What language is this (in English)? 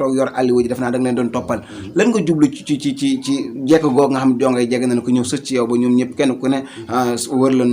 Wolof